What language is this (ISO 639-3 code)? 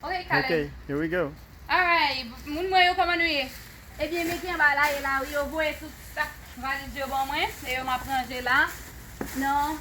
hat